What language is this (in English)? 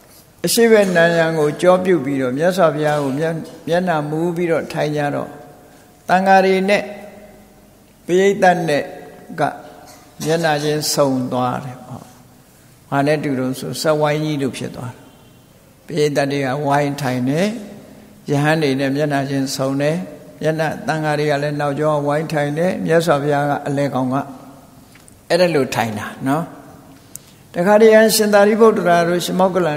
Burmese